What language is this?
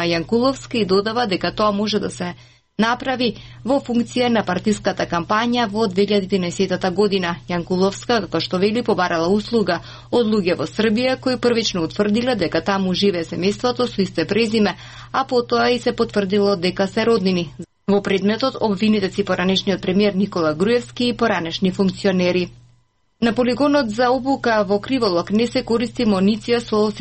Macedonian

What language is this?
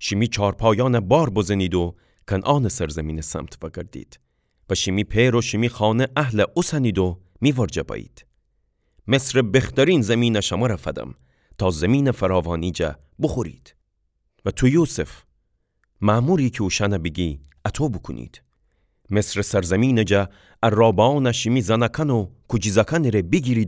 Gilaki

